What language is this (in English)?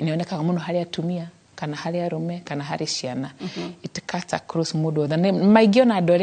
Kikuyu